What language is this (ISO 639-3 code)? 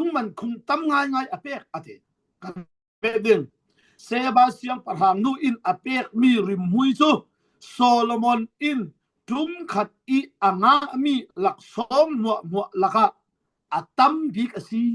cfm